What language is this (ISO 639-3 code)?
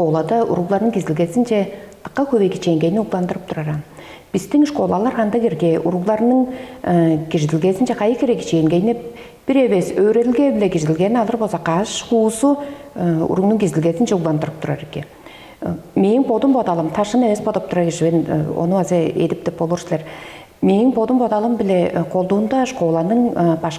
tyv